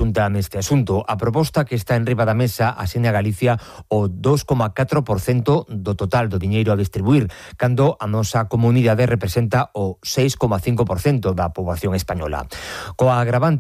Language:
Galician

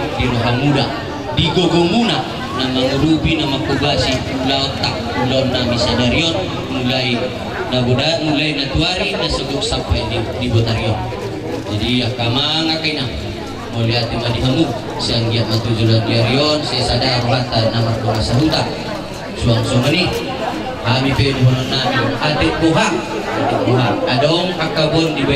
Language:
Batak Toba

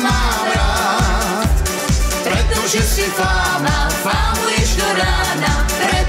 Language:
Slovak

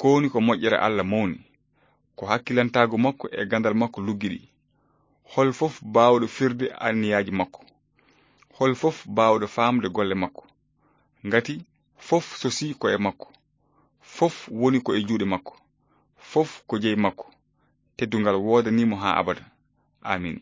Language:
Fula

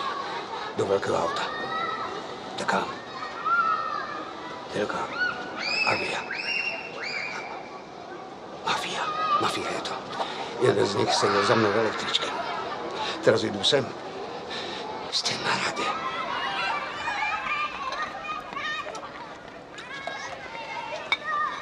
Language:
Slovak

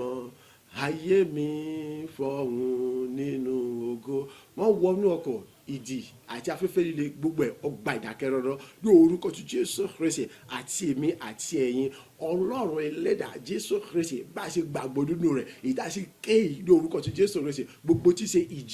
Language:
Yoruba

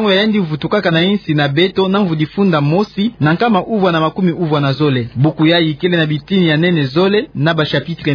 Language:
Kituba (Democratic Republic of Congo)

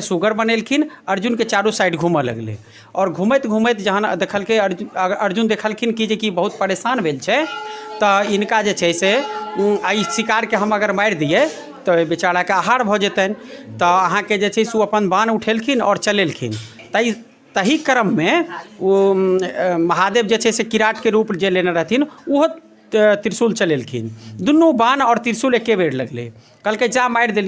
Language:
Maithili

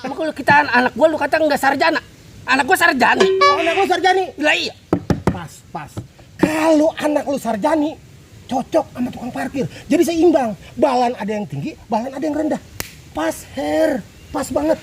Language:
Betawi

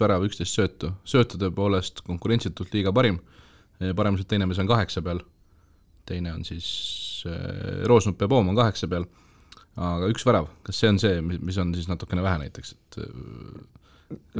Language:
Estonian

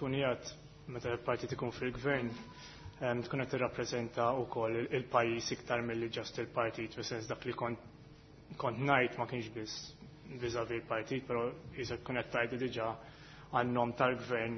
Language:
Maltese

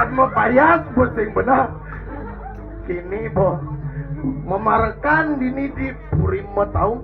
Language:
Balinese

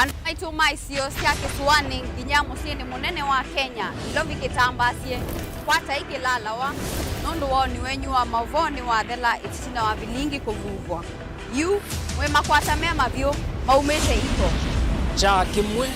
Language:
Kamba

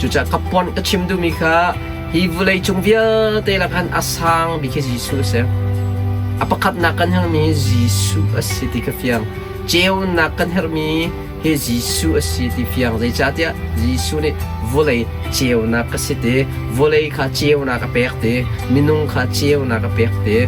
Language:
Hakha Chin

